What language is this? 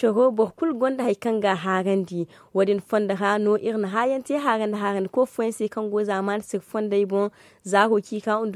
Zarma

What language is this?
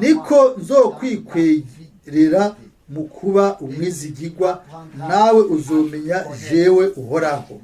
Rundi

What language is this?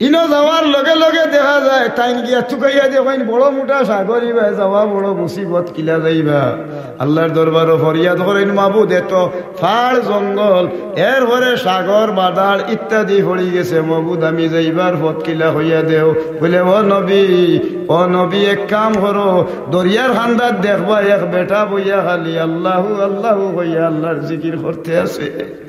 Sylheti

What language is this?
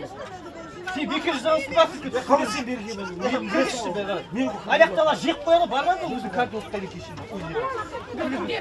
Kazakh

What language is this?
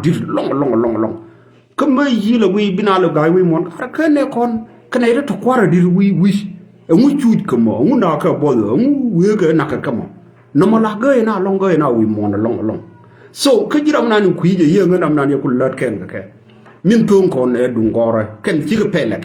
Nuer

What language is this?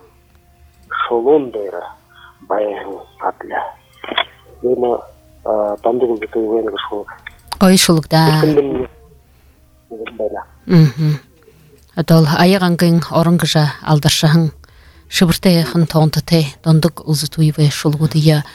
Buriat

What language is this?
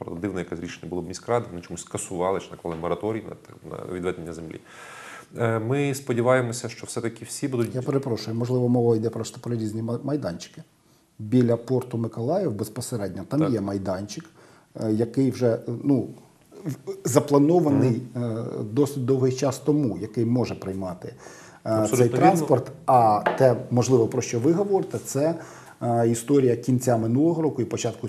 Ukrainian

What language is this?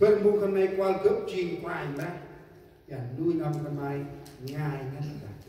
Central Mnong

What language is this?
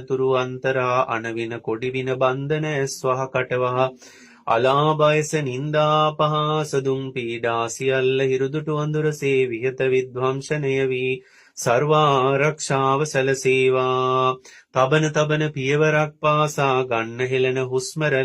Sinhala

